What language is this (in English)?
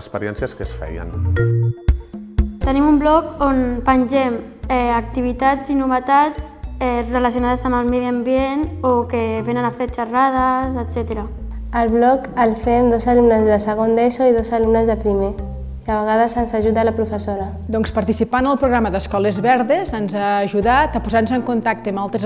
Catalan